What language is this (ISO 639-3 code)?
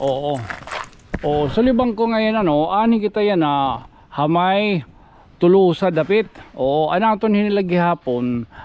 war